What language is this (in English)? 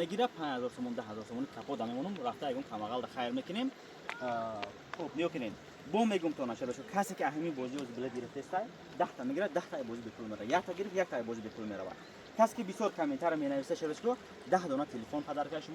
Tajik